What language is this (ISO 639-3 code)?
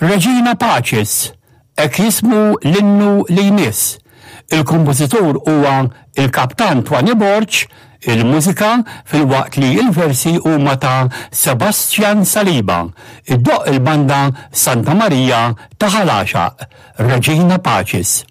mlt